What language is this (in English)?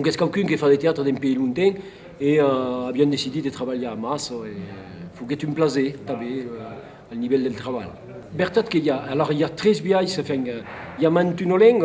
Occitan